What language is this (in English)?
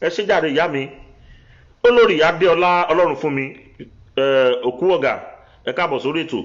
Yoruba